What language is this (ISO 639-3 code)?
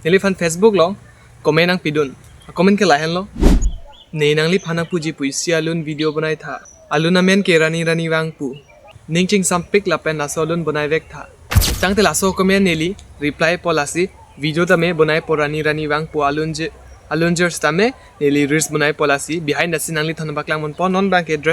mjw